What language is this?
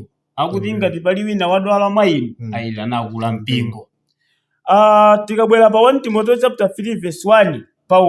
Nyanja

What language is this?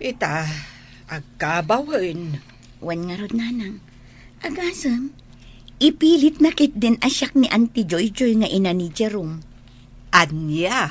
Iloko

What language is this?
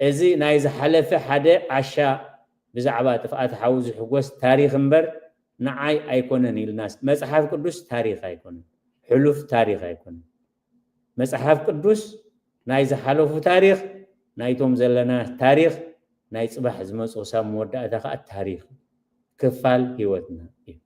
Tigrinya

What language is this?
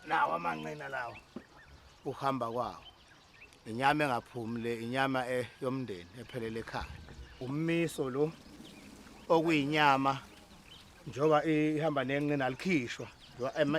Zulu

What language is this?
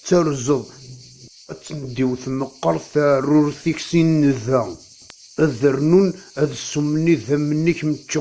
Kabyle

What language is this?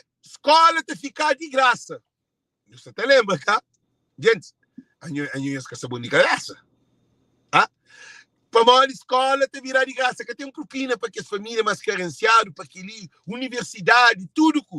Kabuverdianu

